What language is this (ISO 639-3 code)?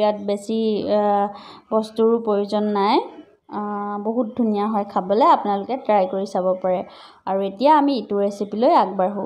asm